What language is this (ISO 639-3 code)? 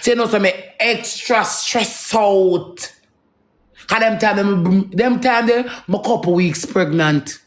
jam